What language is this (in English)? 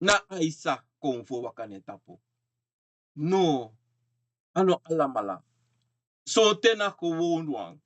Sranan Tongo